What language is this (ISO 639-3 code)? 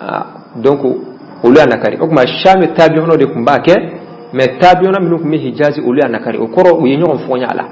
bam